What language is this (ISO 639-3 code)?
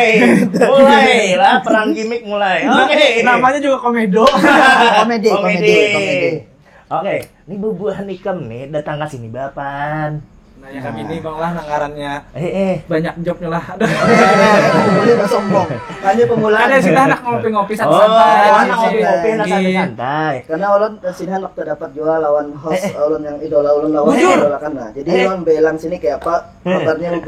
bjn